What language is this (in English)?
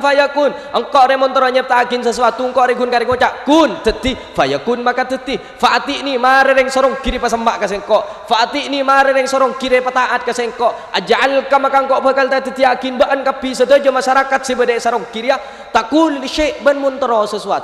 Madurese